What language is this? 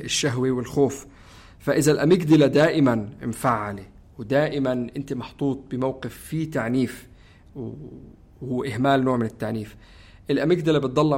North Levantine Arabic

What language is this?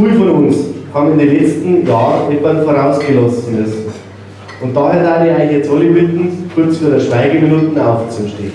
Bavarian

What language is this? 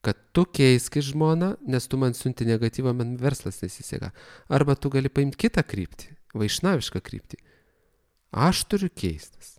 Lithuanian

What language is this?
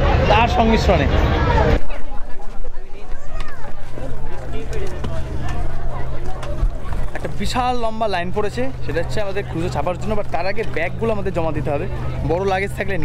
Bangla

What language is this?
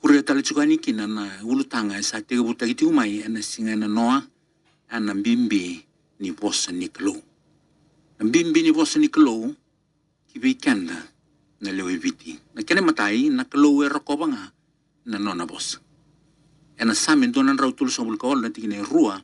Fijian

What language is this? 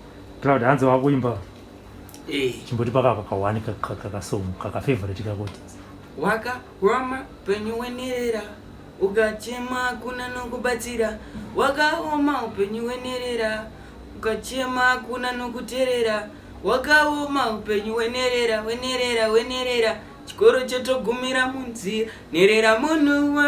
Shona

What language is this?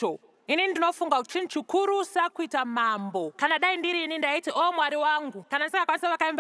Shona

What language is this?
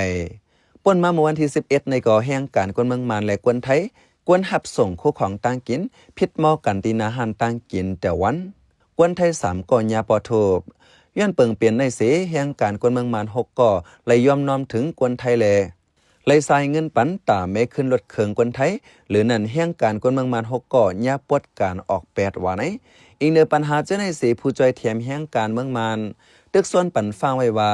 Shan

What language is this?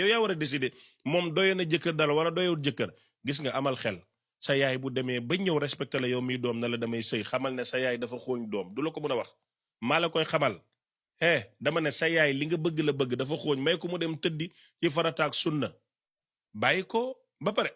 Wolof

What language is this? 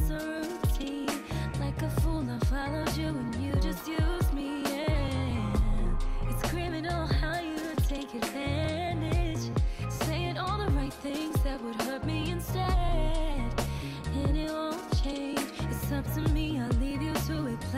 English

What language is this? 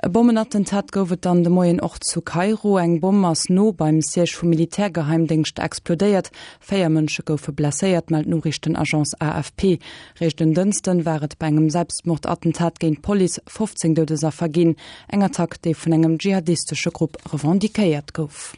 Luxembourgish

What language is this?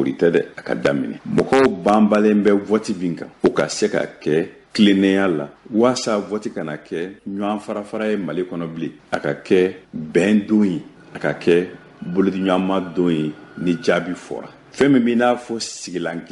Bambara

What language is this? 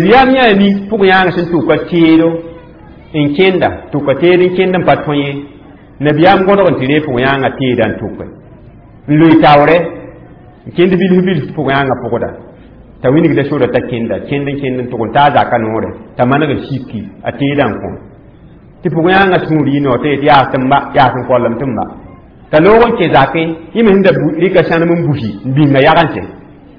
Mossi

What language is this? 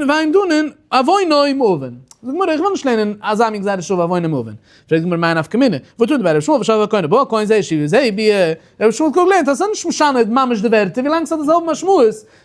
Yiddish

